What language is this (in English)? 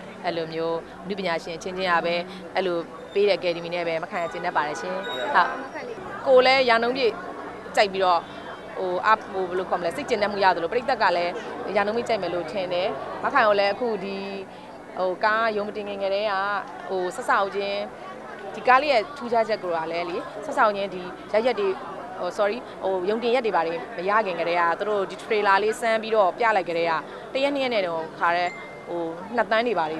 Burmese